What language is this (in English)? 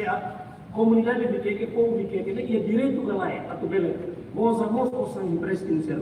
Tetum